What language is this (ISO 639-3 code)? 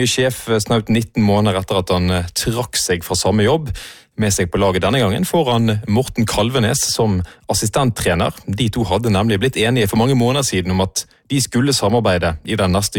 nor